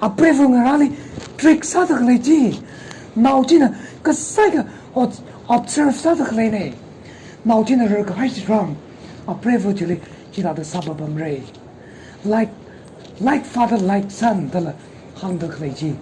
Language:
Tangkhul Naga (India)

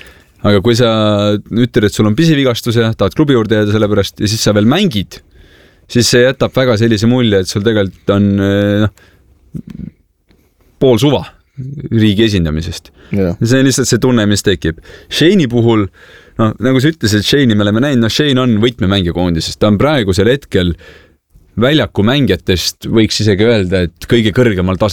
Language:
Estonian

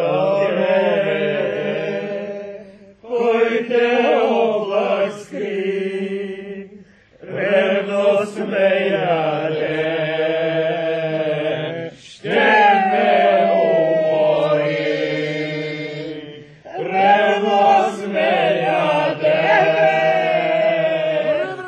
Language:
Bulgarian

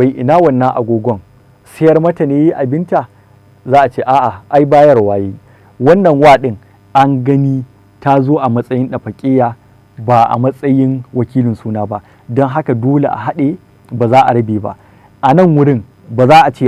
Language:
Hausa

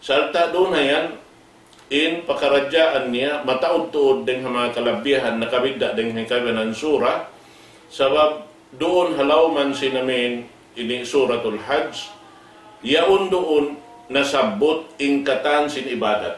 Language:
Tausug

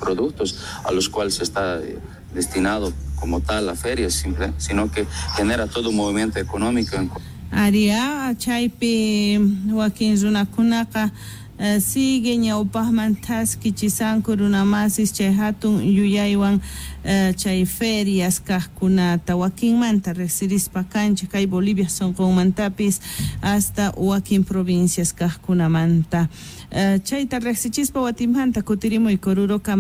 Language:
Quechua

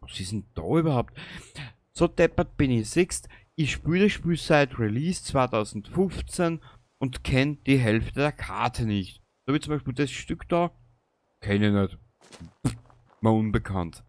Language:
Bavarian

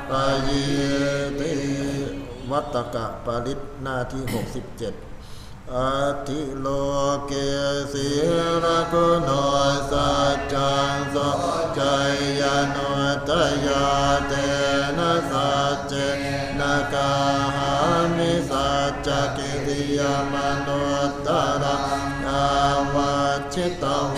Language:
Pali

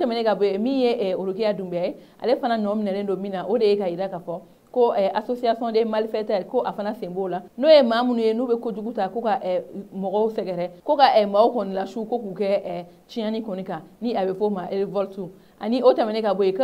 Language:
Bambara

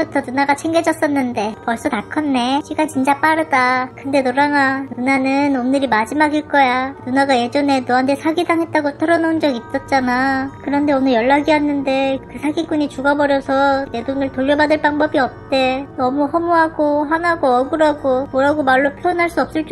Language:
Korean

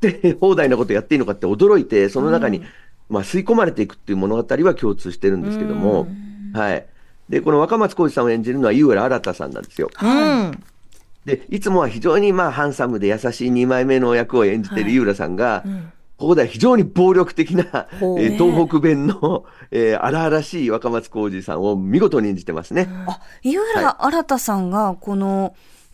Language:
Japanese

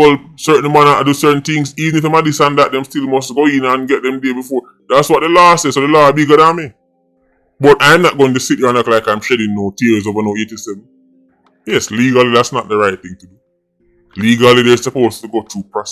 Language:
Jamaican Creole English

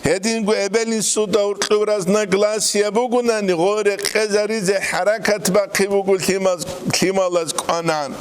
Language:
Avaric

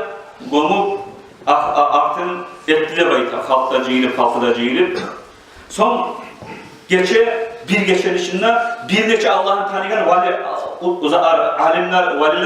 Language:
Kumyk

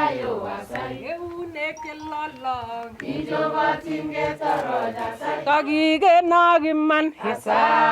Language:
Nandi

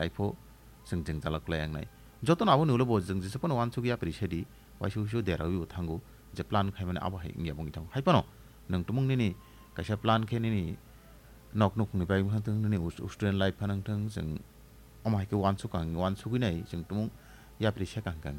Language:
Kok Borok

